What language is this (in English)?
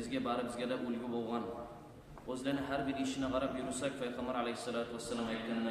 Kumyk